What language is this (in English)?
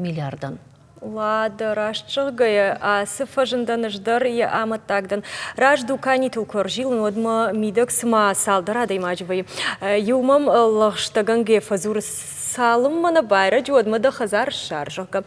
Ossetic